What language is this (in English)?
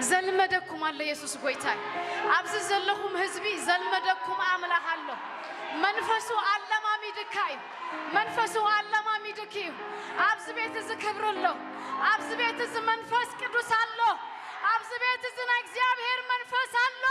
Tigrinya